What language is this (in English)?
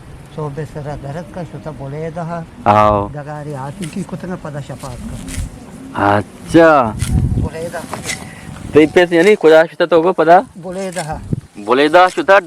Eastern Balochi